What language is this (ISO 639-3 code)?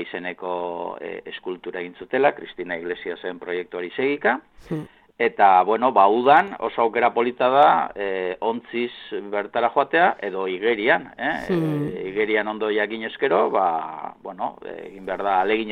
eus